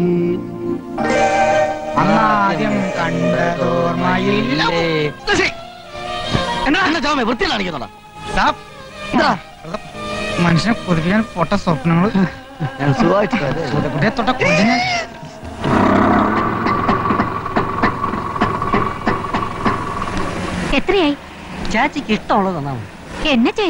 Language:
Malayalam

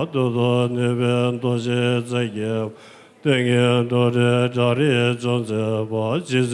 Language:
Tibetan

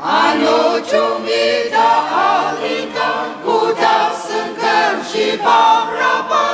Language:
Ao Naga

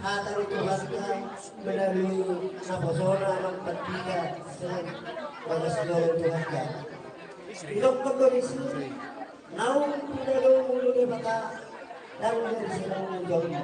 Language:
Batak Toba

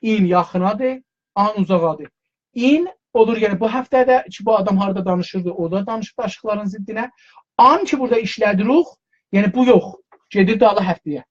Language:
South Azerbaijani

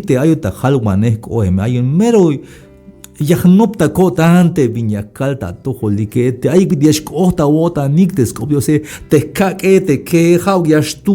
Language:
Tzeltal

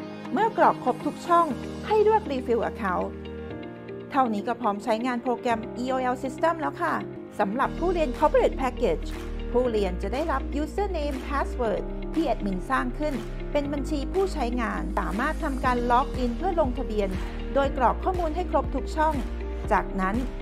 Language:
Thai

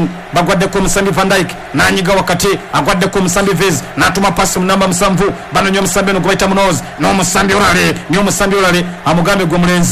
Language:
Ganda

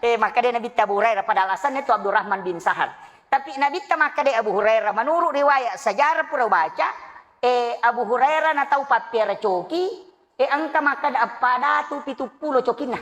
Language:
Buginese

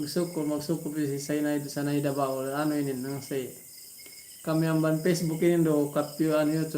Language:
Yakan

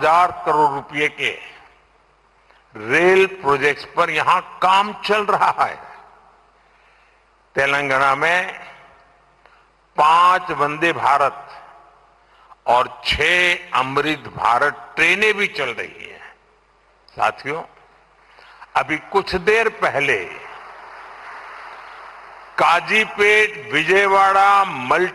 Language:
Hindi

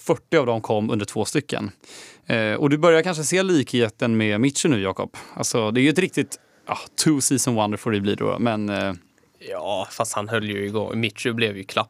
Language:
Swedish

